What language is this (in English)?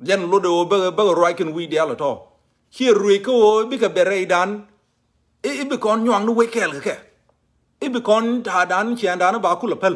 Nuer